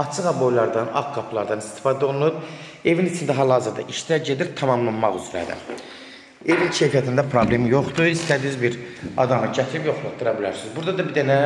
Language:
Azerbaijani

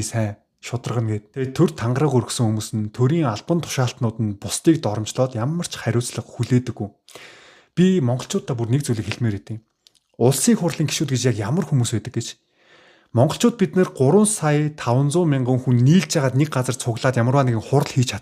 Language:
Mongolian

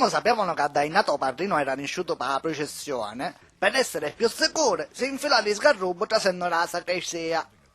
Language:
Sicilian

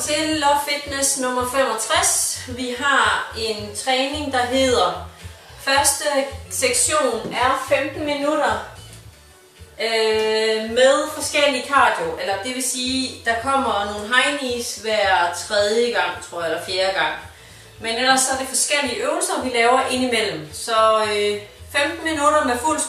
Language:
Danish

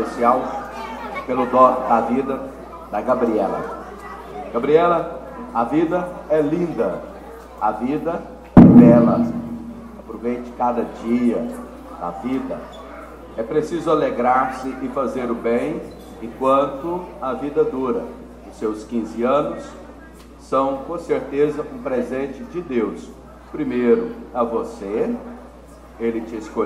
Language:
Portuguese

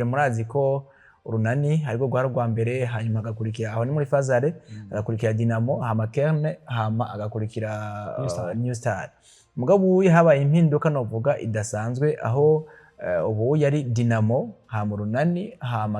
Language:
Rundi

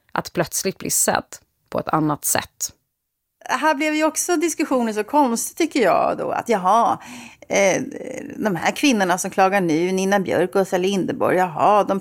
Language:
Swedish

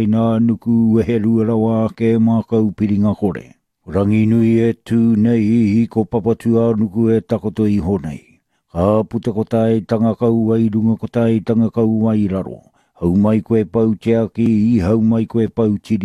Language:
Māori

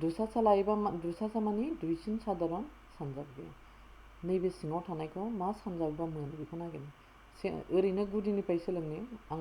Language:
Bodo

